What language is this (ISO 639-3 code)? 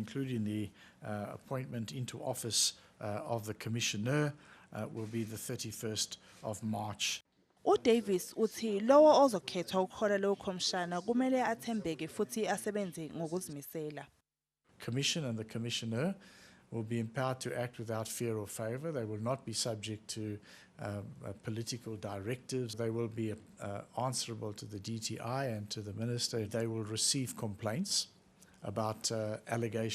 zul